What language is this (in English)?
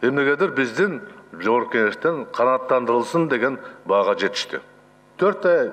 Kyrgyz